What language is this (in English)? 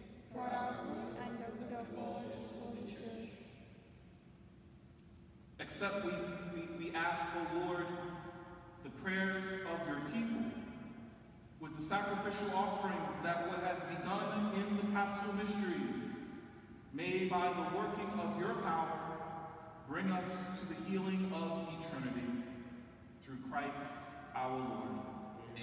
English